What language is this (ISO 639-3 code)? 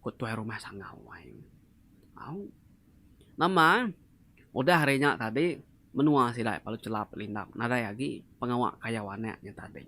iba